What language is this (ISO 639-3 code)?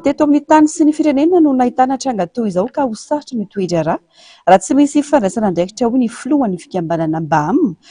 mlg